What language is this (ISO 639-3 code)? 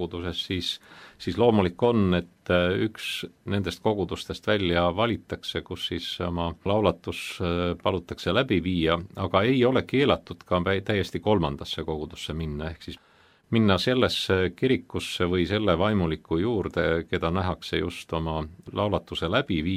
est